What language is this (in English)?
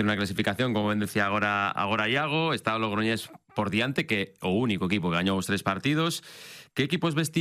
Galician